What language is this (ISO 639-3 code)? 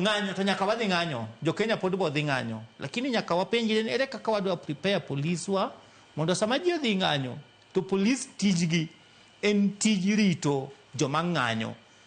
luo